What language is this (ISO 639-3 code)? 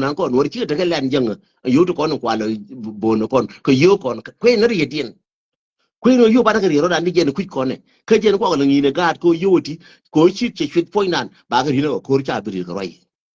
nus